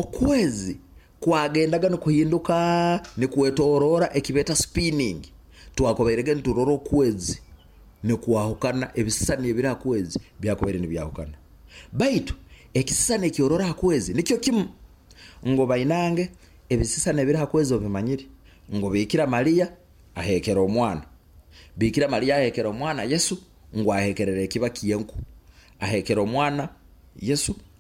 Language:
Nyoro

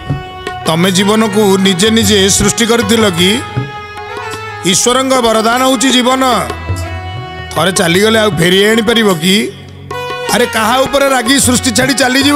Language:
Odia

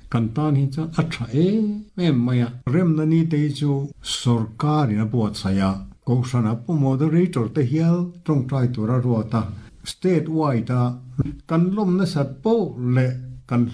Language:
Mizo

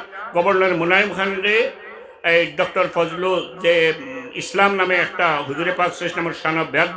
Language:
Sylheti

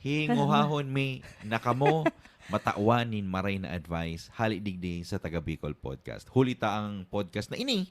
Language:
Bikol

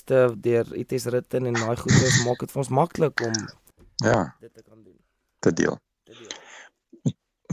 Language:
Afrikaans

